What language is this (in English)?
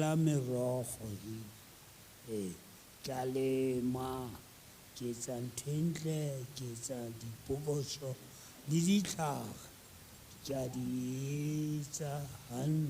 Southern Sotho